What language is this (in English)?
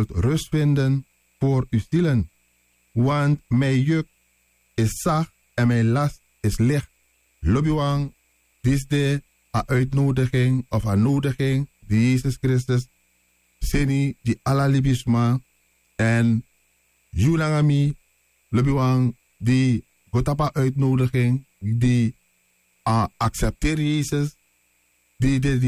Sranan Tongo